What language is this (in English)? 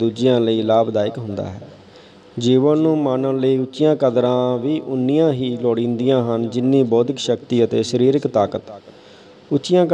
Punjabi